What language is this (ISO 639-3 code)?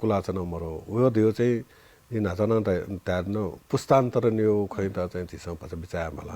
new